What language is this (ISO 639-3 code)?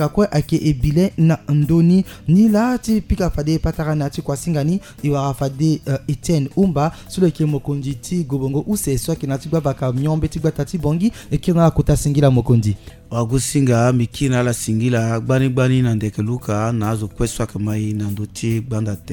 sag